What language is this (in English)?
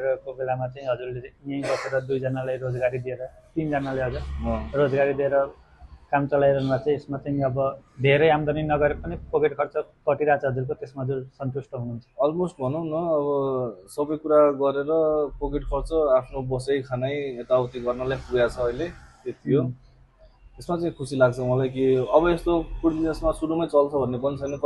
Nepali